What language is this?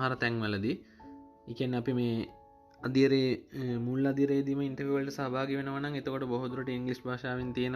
Sinhala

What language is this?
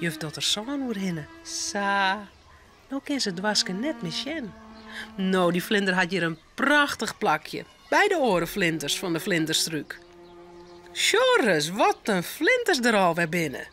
Western Frisian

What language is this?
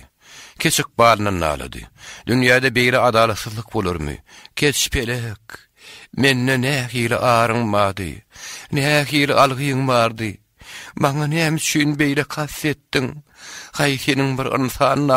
Turkmen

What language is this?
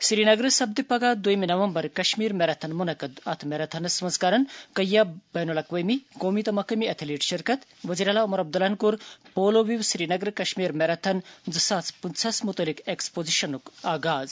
Kashmiri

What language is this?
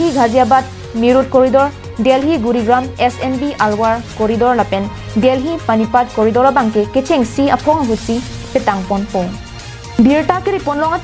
Karbi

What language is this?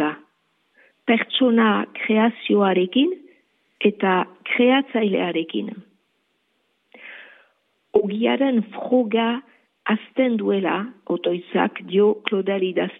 Basque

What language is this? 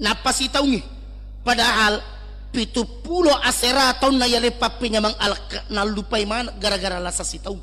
Buginese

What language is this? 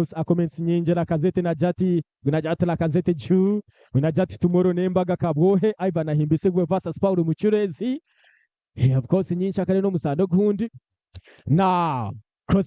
Nyankole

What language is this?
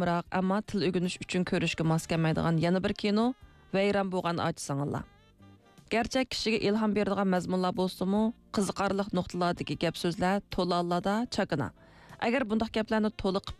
Uyghur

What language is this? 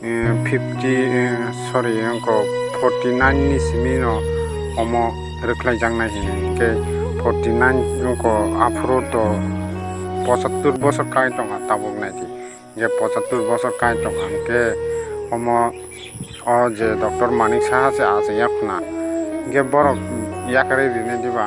Kok Borok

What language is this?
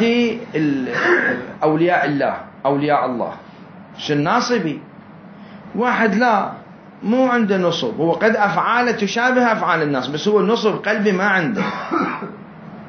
Mesopotamian Arabic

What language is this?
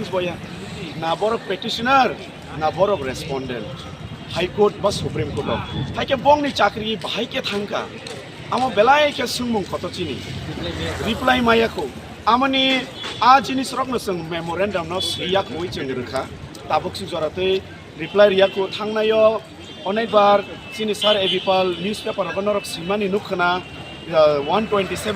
Kok Borok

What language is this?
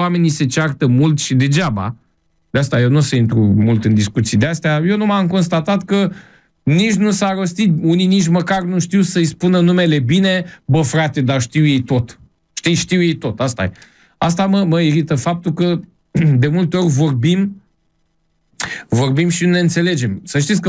Romanian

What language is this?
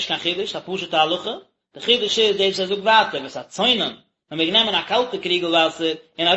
Yiddish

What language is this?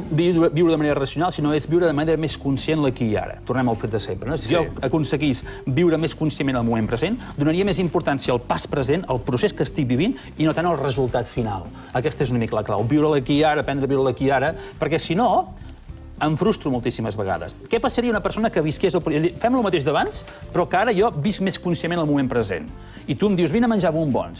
Catalan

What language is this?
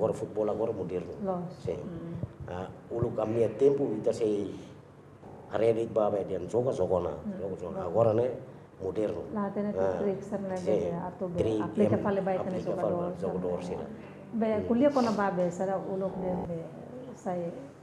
Tetum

